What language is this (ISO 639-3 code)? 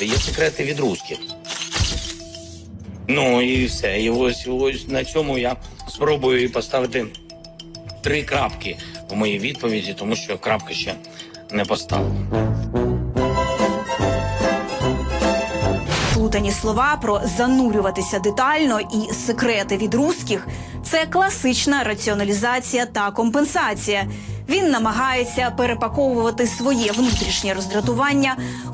ukr